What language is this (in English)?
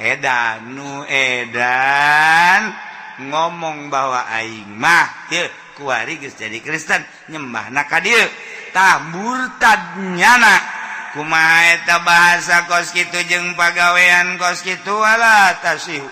Sundanese